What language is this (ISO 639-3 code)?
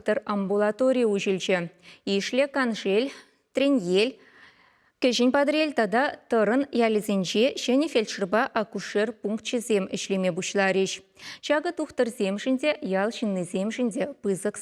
chv